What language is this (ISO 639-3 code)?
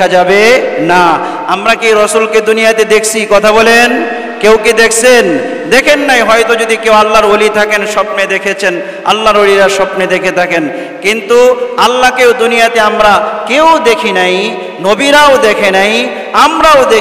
ben